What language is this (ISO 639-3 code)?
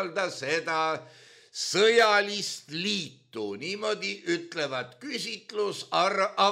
est